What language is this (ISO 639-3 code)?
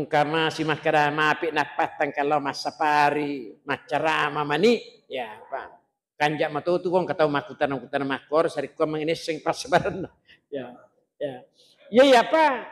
bug